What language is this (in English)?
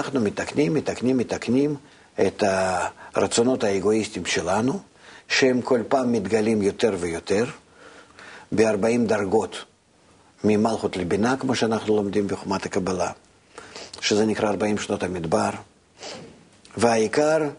Hebrew